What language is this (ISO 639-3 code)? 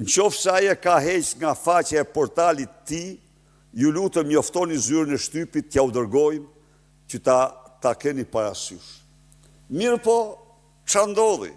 sqi